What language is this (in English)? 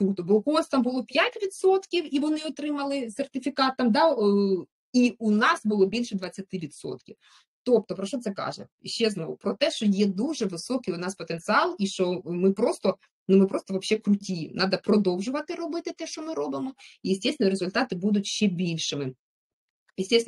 Ukrainian